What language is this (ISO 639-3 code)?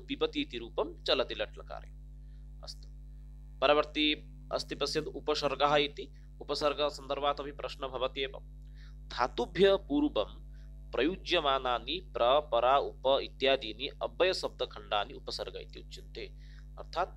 san